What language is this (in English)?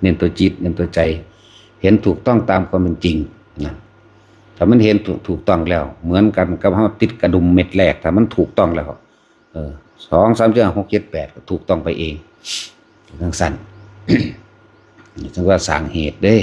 Lao